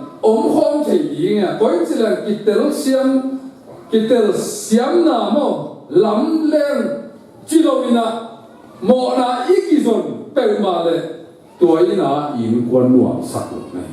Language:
Tedim Chin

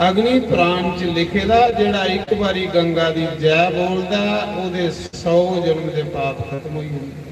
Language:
Dogri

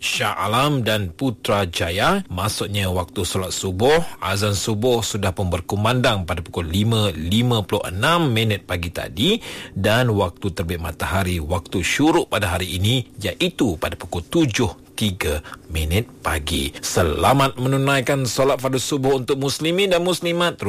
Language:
Malay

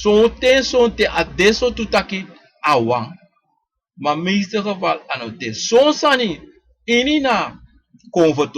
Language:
Sranan Tongo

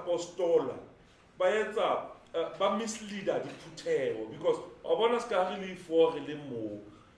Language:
Southern Sotho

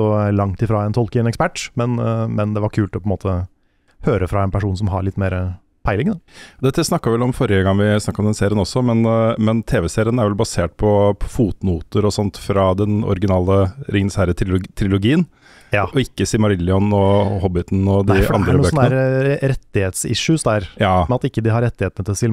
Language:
Norwegian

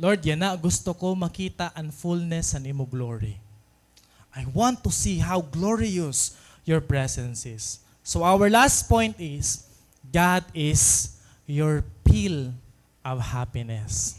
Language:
Waray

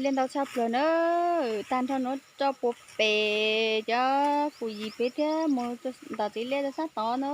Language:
Hmong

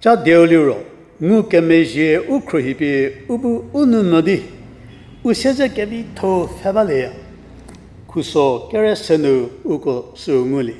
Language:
Angami Naga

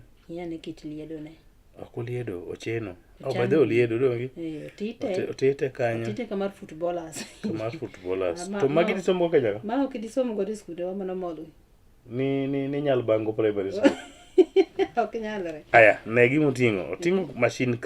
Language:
Luo (Kenya and Tanzania)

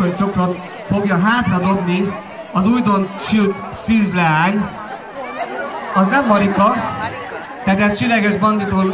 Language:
Hungarian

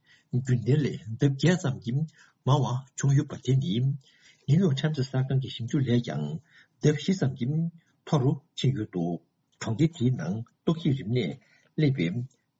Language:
Tibetan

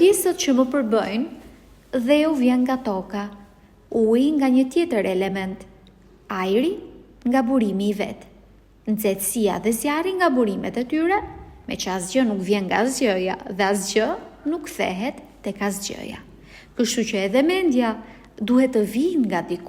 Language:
Albanian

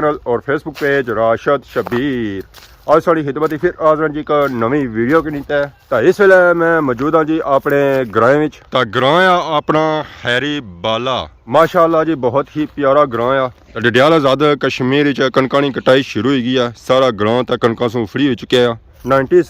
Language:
Pahari-Potwari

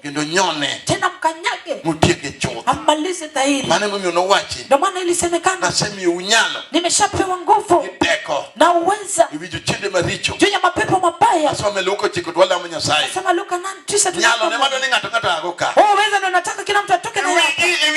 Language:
Luo (Kenya and Tanzania)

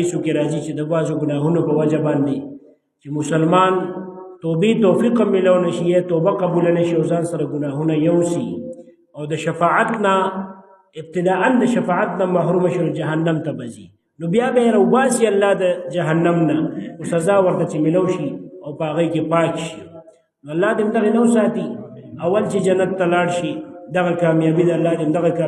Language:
Pashto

